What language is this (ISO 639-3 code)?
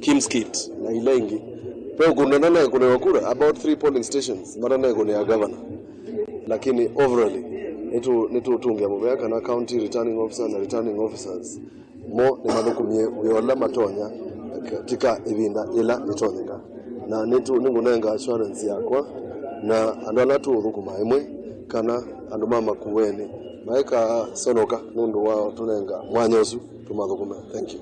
kam